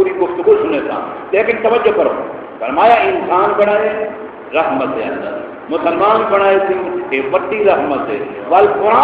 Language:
Saraiki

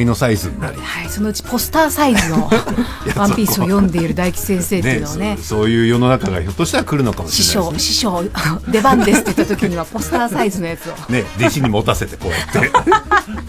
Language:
Japanese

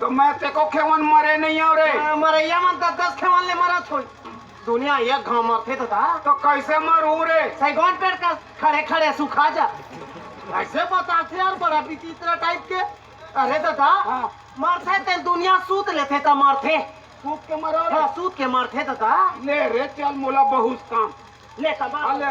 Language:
Chhattisgarhi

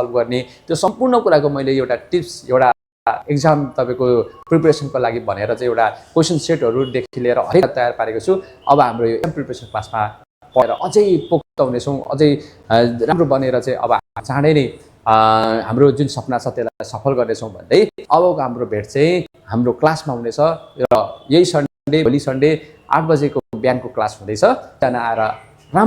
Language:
Nepali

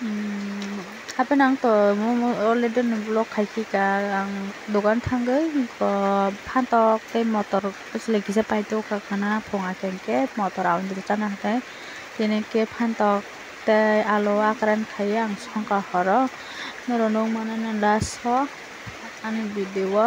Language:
Kok Borok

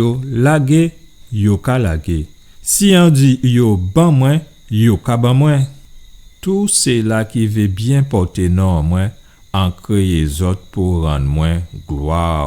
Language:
Guadeloupean Creole French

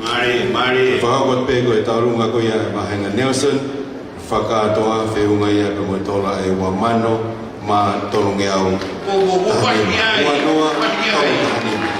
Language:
Tongan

